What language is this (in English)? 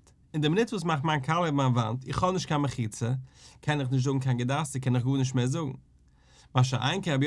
Yiddish